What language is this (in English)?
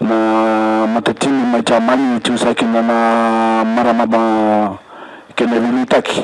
Fijian